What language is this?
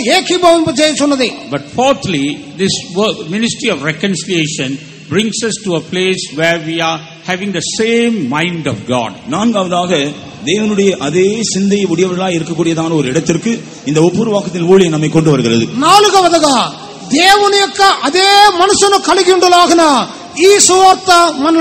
Tamil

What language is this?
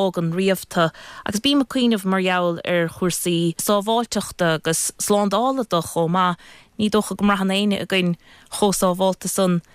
Irish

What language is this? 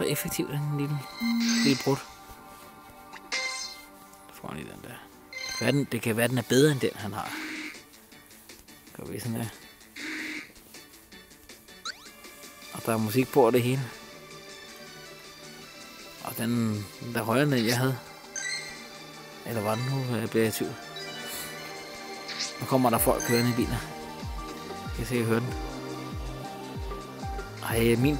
Danish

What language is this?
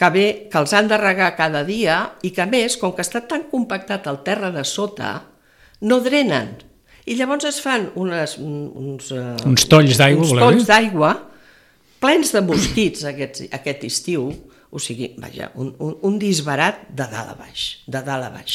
Catalan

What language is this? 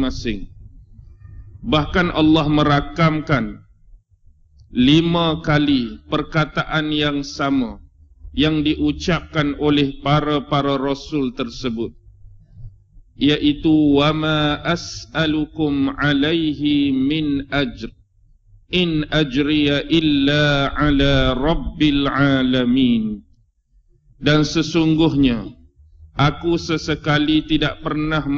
Malay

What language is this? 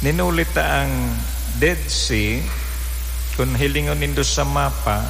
Bikol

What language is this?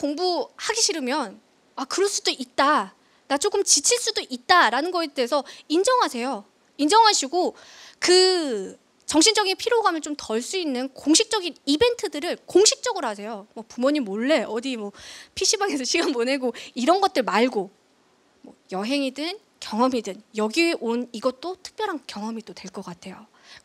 Korean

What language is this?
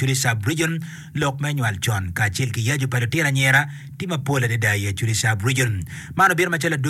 Acoli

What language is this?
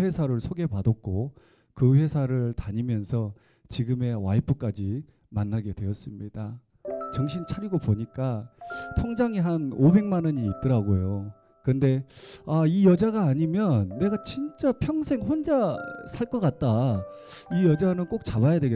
Korean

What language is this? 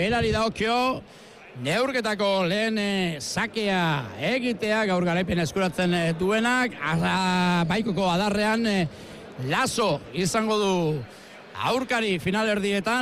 Basque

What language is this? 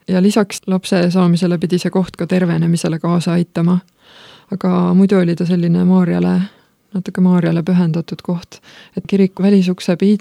Estonian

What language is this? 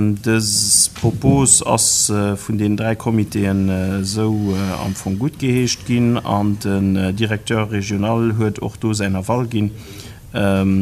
Luxembourgish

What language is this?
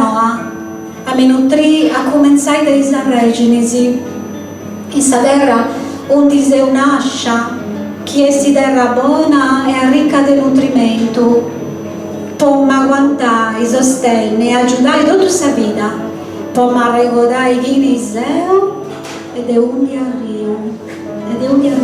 Sardinian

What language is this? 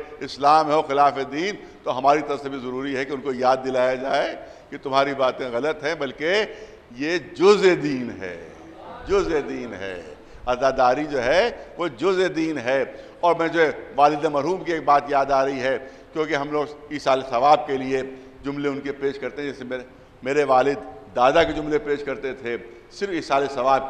Urdu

